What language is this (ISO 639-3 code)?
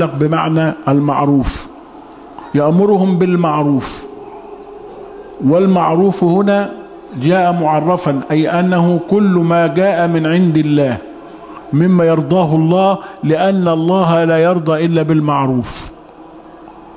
ara